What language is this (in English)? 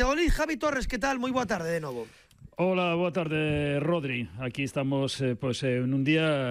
Galician